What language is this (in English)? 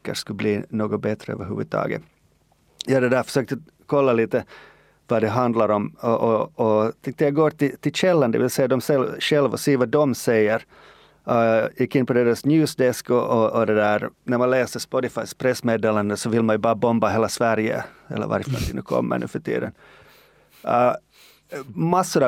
Swedish